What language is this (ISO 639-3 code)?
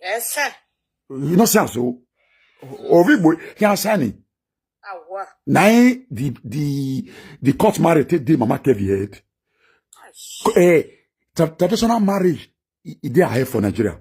pcm